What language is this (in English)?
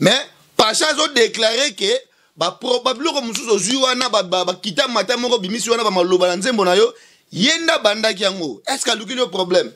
Lingala